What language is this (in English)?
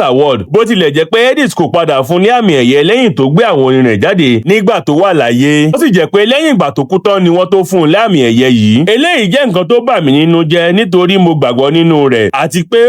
Yoruba